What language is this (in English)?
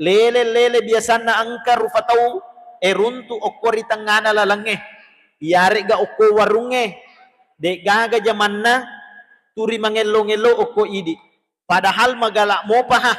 Buginese